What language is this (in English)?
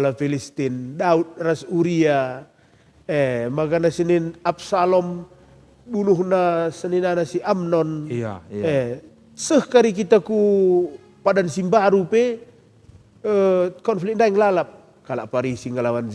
Batak Karo